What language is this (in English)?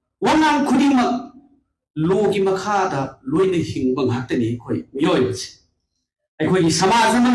Manipuri